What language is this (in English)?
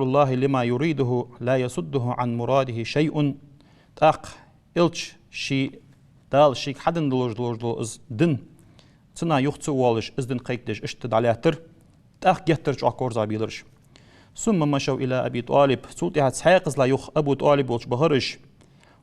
Ingush